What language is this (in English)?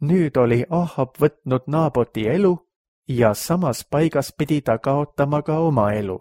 Estonian